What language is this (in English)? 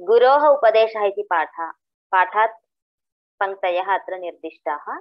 Sanskrit